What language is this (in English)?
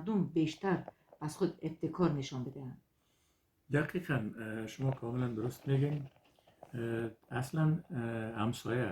Persian